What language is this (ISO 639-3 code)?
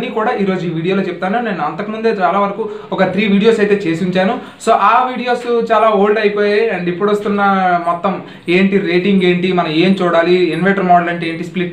tel